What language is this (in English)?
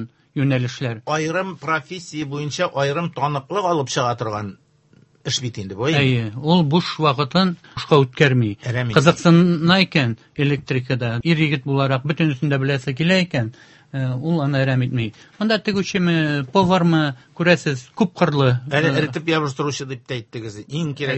Tatar